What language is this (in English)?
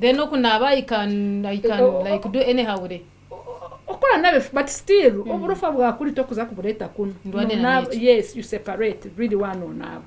Nyankole